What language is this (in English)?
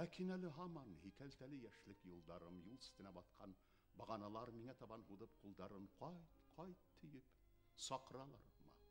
Bashkir